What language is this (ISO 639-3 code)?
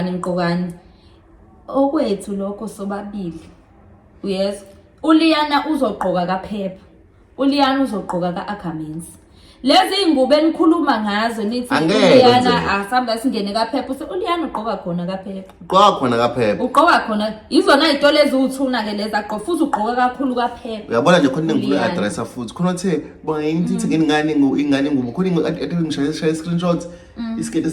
zul